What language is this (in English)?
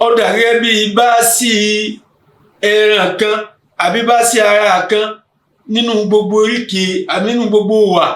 Yoruba